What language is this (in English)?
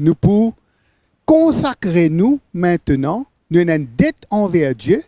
Morisyen